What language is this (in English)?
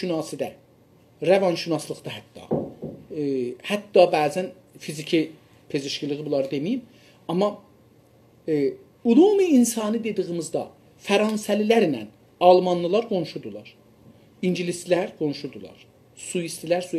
South Azerbaijani